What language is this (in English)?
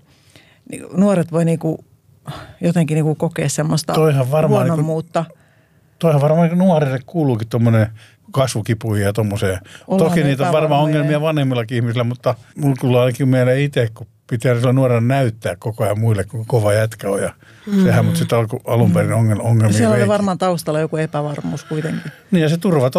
Finnish